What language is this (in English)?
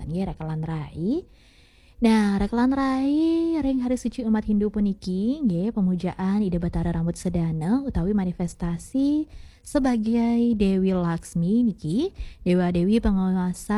Balinese